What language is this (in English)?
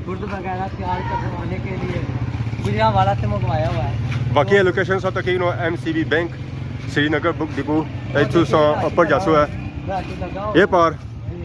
Pahari-Potwari